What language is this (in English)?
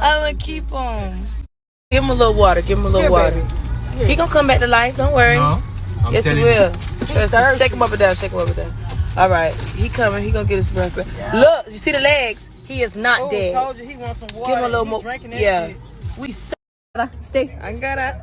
Jamaican Creole English